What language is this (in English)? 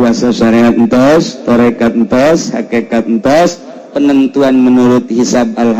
Sundanese